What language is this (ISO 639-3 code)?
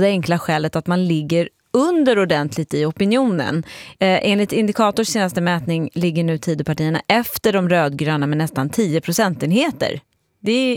swe